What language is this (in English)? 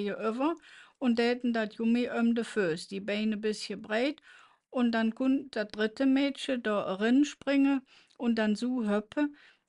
Colognian